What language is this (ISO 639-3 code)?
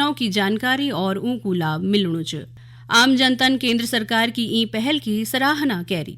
gbm